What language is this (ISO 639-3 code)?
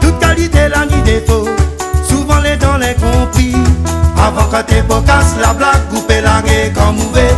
rcf